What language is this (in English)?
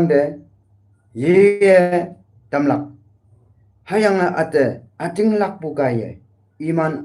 Konyak Naga